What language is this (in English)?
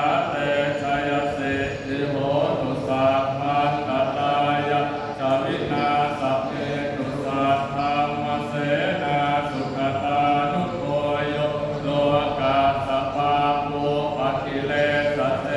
Pali